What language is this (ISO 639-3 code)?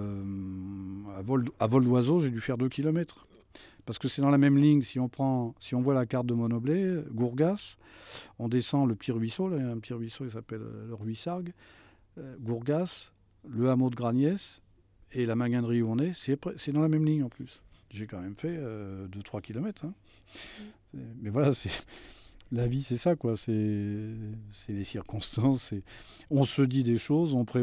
fra